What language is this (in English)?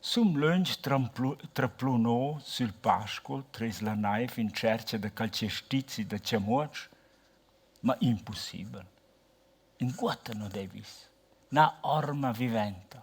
Romansh